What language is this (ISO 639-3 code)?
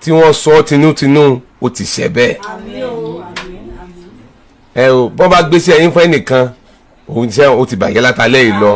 yor